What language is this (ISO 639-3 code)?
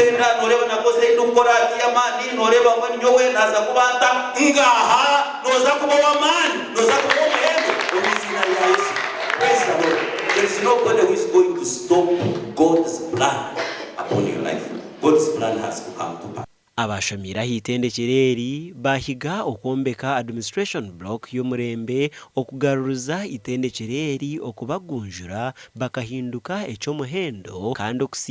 nyn